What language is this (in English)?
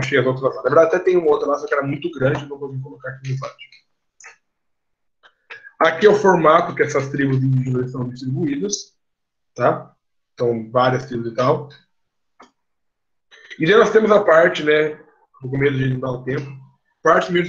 Portuguese